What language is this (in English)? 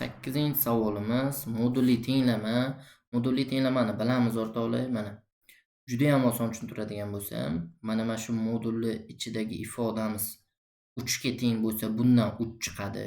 Uzbek